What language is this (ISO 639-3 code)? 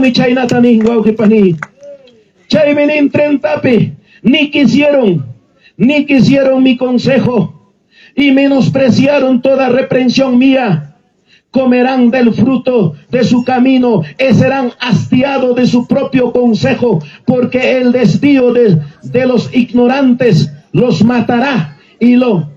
quy